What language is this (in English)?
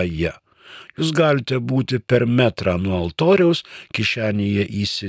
Lithuanian